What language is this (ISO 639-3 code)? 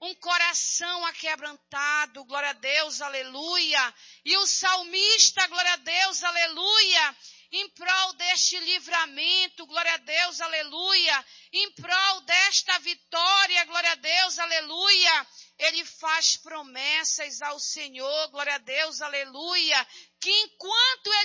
por